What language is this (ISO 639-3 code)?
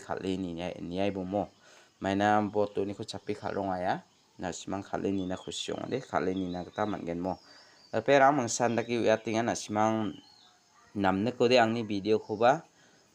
grt